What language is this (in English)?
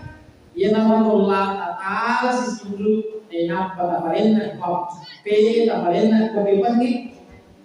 Buginese